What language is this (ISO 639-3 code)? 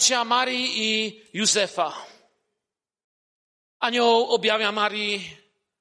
pol